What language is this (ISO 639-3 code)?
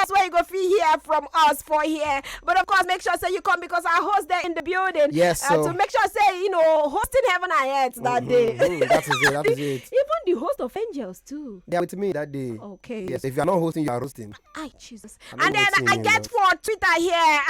pcm